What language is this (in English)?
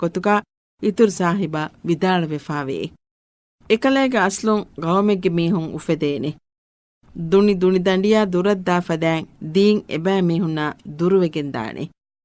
Divehi